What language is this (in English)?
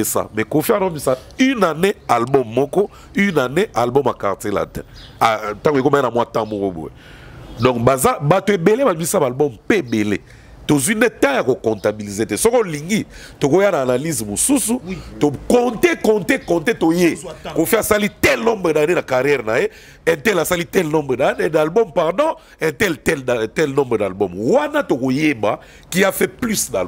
Lingala